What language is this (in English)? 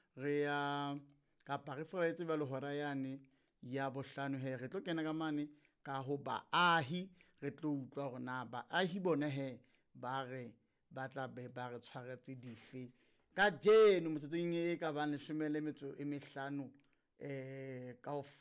Southern Sotho